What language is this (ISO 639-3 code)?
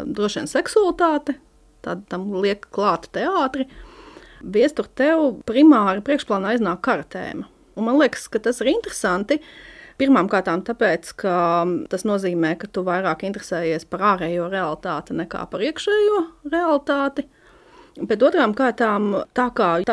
lav